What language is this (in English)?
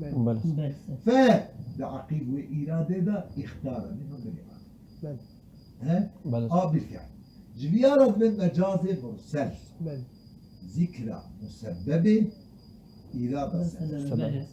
Kurdish